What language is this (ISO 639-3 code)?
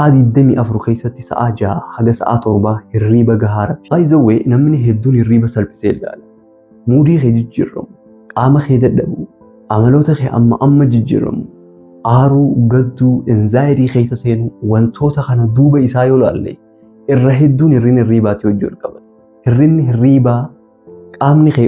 orm